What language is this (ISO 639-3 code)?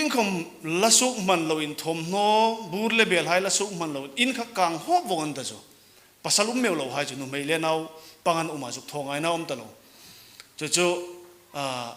hmr